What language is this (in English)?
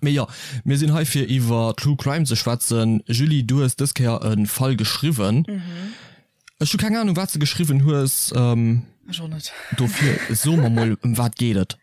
Luxembourgish